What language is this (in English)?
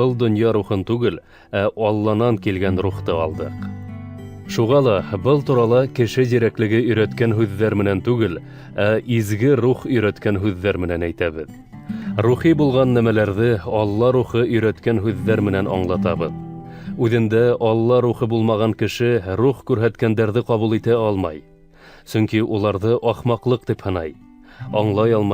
Bashkir